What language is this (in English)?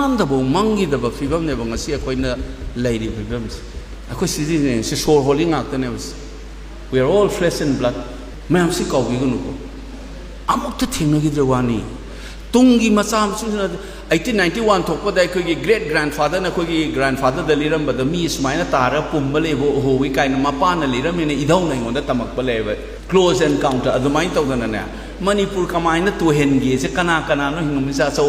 Manipuri